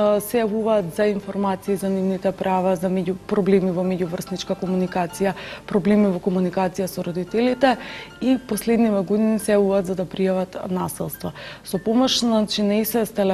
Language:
Macedonian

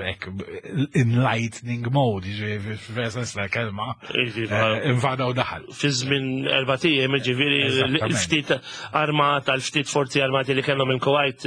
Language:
Maltese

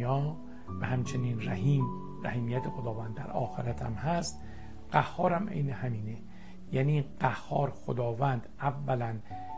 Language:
Persian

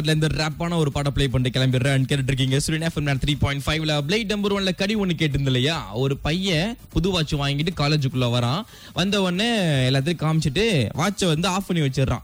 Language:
Tamil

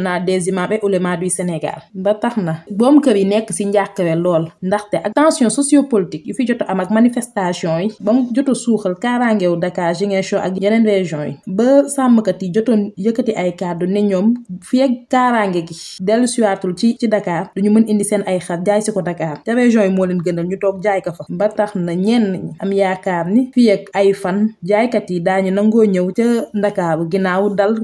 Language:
Wolof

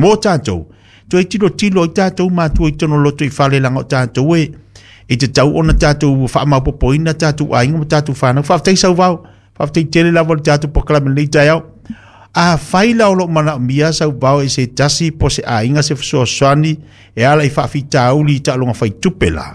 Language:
Samoan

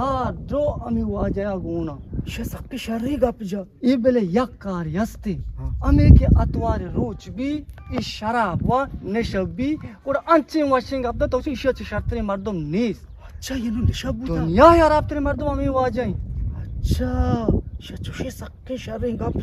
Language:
Eastern Balochi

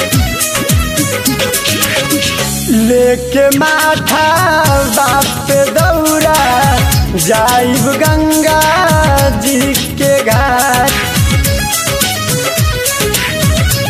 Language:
Bhojpuri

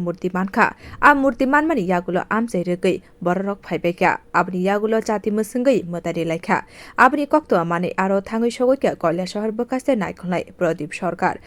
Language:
Kok Borok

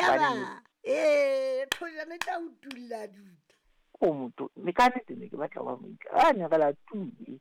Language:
Southern Sotho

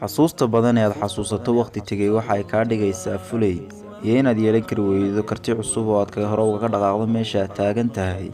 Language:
Somali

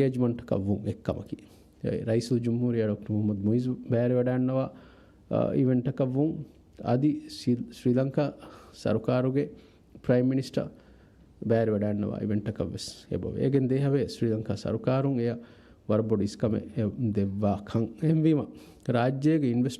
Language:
Divehi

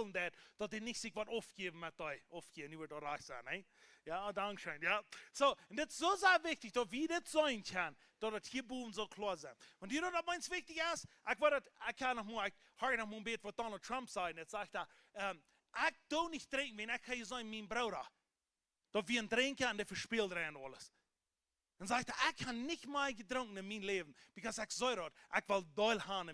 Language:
Plautdietsch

